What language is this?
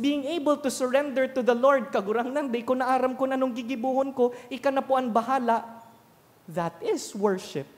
Bikol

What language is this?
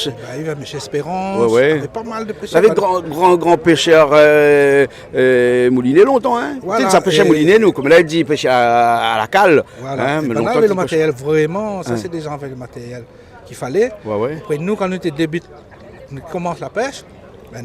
Réunion Creole French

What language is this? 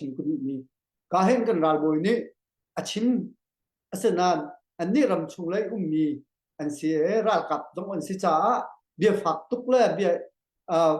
Hakha Chin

